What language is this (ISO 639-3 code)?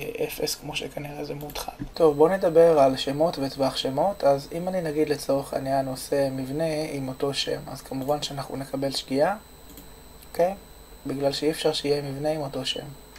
heb